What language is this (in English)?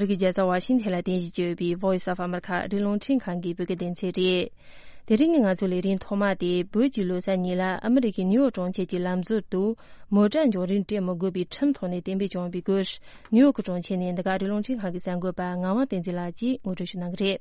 Tibetan